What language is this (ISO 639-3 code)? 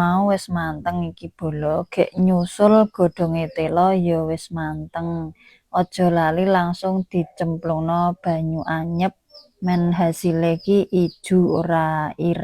jav